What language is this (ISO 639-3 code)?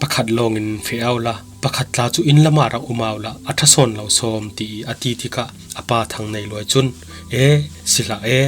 cfm